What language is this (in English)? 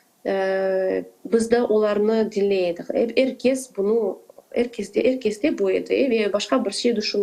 Crimean Tatar